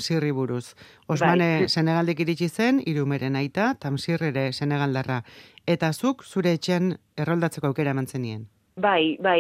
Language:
Basque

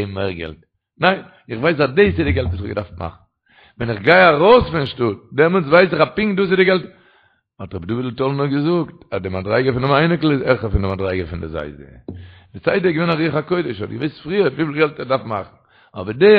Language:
Yiddish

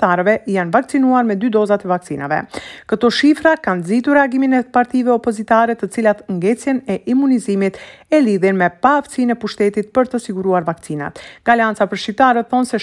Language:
Albanian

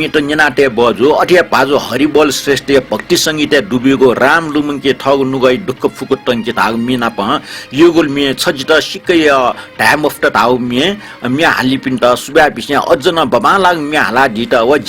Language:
Newari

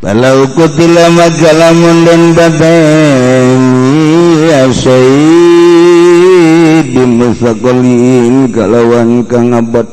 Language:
Sundanese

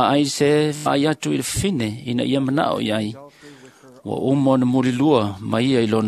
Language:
Samoan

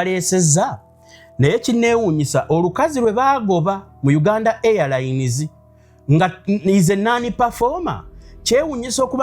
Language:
Ganda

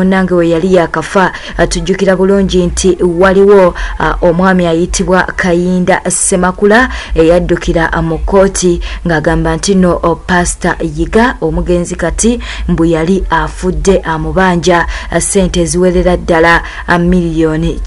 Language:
Ganda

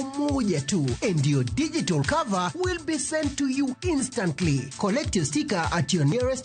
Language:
Luo (Kenya and Tanzania)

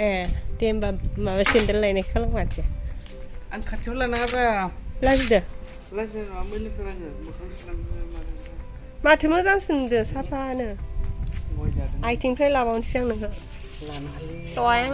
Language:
Bodo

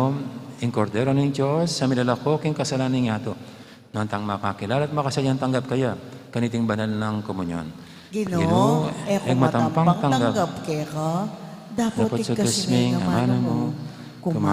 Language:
Pampanga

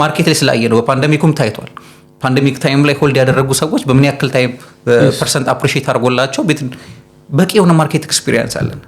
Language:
Amharic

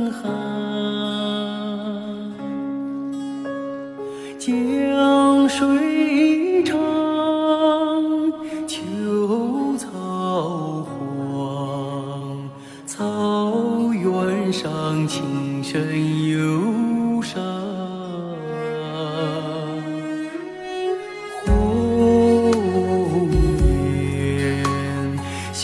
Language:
Chinese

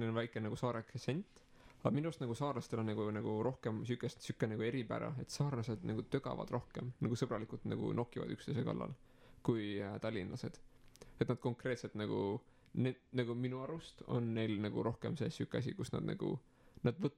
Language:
Estonian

